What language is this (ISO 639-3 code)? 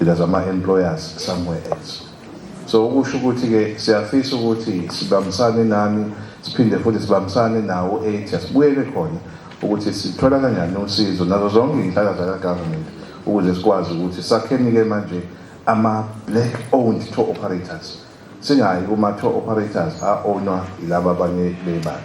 zul